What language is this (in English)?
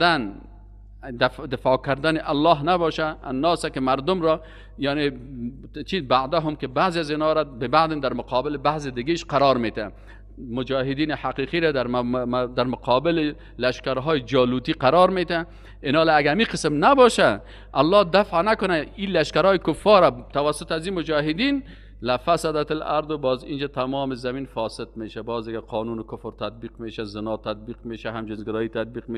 Persian